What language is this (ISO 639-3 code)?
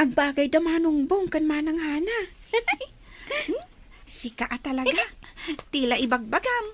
ilo